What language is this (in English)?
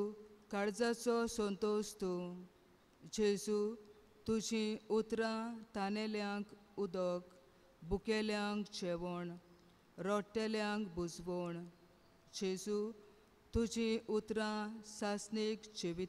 Konkani